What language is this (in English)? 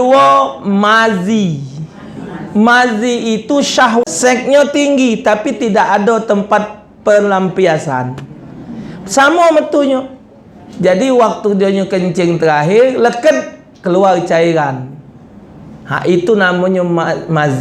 Musi